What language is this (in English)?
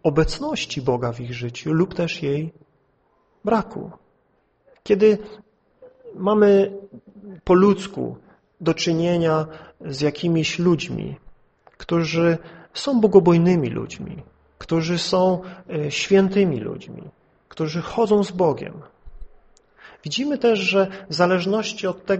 Polish